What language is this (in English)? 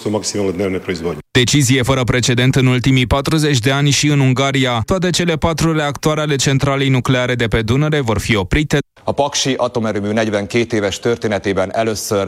Romanian